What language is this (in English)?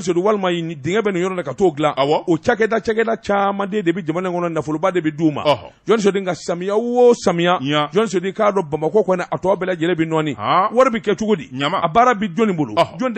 Bambara